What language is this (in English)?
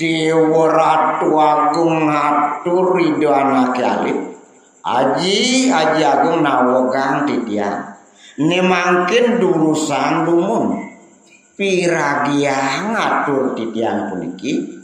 Balinese